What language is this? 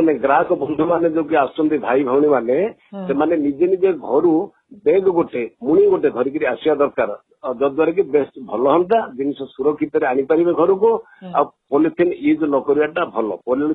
Odia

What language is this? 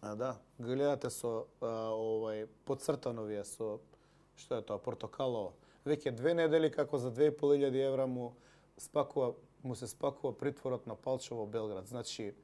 Macedonian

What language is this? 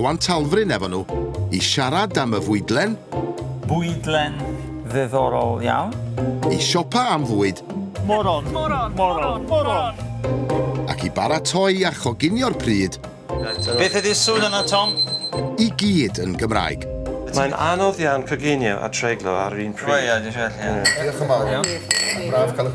Welsh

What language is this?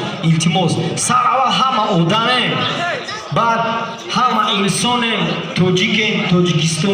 Tajik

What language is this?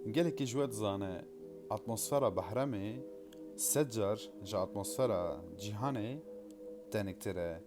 Kurdish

